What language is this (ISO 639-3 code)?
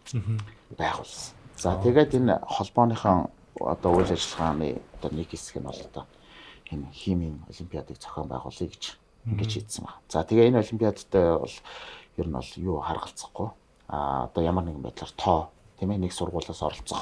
mon